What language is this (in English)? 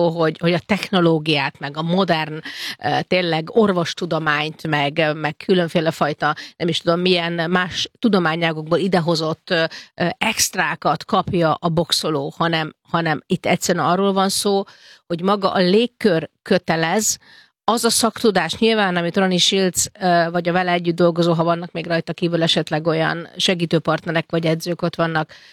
Hungarian